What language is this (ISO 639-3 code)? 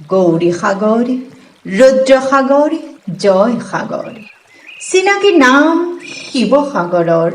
asm